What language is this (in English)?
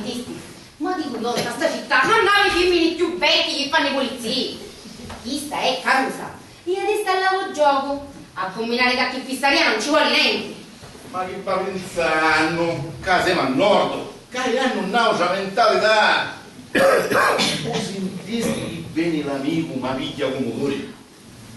Sicilian